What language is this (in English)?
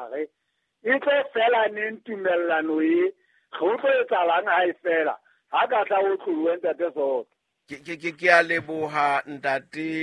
Southern Sotho